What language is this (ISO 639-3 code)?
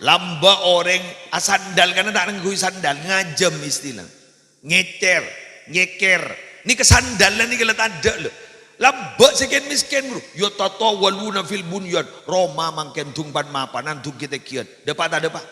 mad